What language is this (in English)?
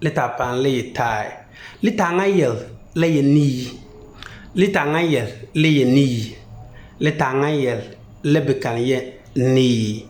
Konkomba